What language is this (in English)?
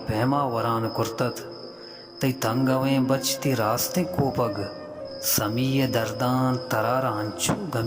Baluchi